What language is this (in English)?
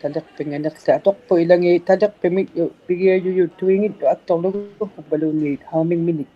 Inuktitut